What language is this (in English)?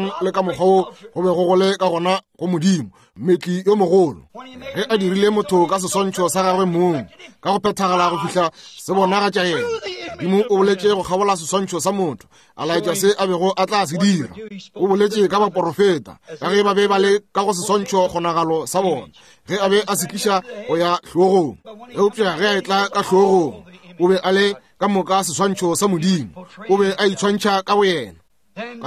Northern Sotho